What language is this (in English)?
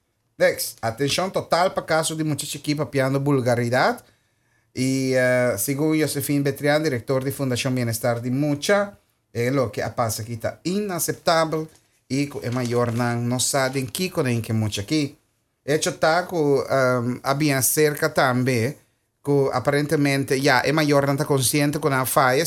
Papiamento